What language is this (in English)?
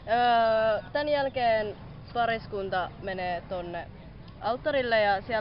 Finnish